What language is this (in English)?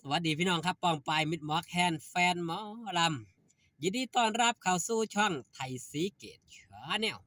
Northeastern Thai